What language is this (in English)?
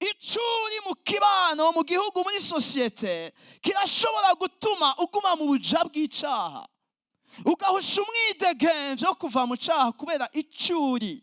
Rundi